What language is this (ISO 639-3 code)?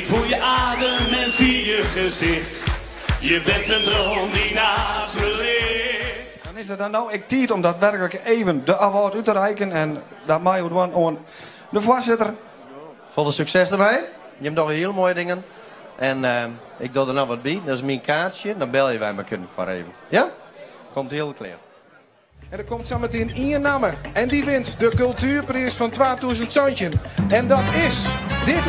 fry